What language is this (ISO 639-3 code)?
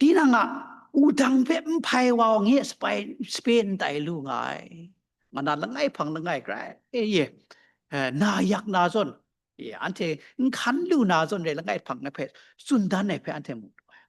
kac